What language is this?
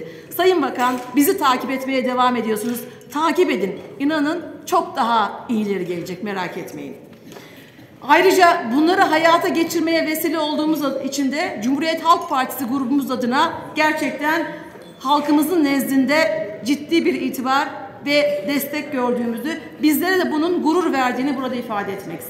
Turkish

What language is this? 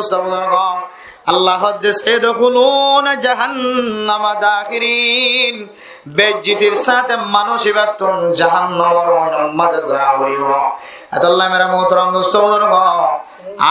Rohingya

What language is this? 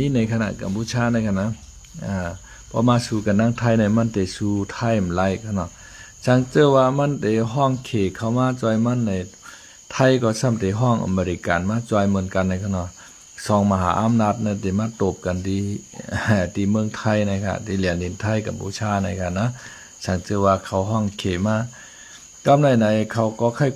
Shan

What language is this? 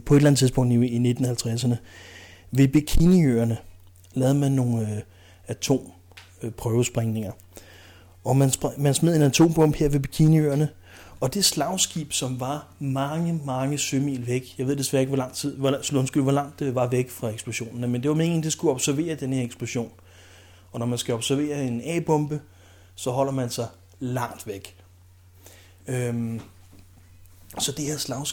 Danish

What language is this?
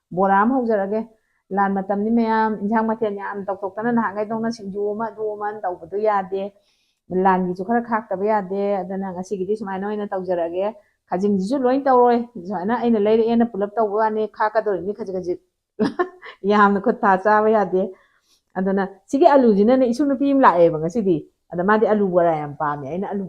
Manipuri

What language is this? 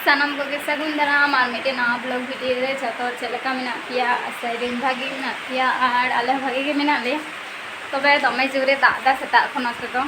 Santali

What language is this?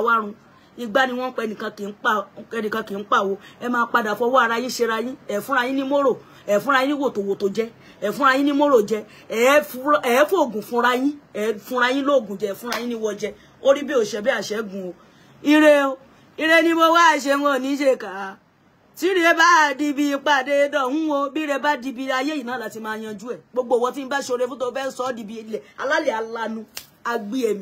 Yoruba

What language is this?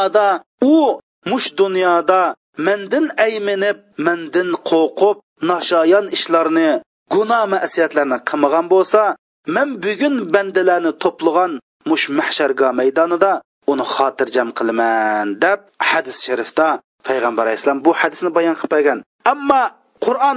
Uyghur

